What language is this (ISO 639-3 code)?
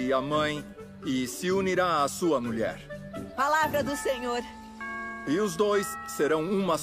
por